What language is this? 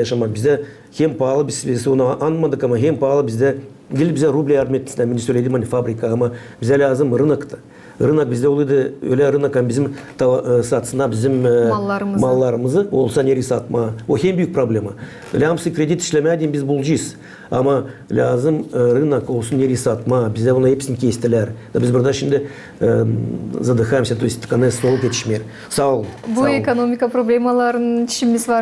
Gagauz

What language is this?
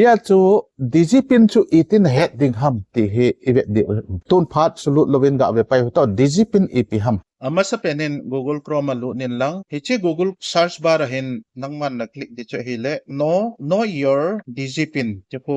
Thado Chin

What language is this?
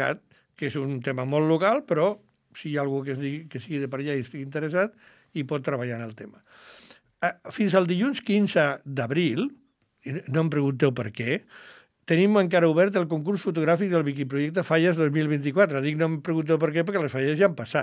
Catalan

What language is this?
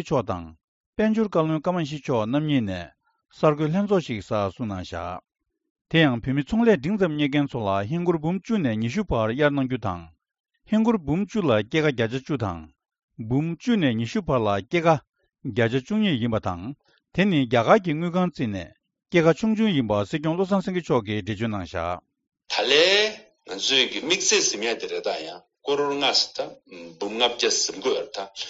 Tibetan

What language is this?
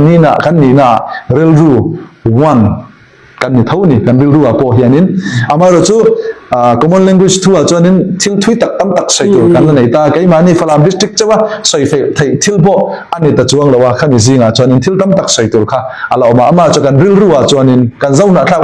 Falam Chin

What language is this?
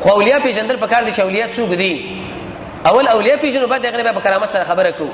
Pashto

